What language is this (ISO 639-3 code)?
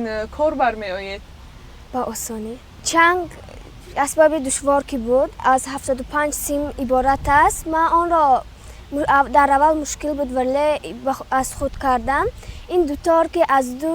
tgk